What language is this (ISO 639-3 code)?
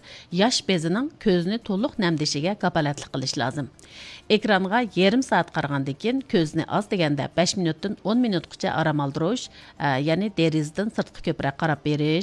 uig